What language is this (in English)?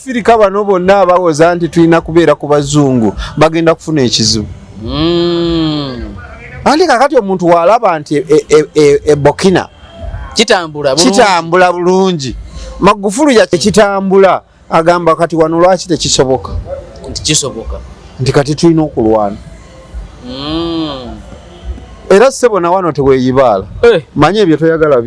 Ganda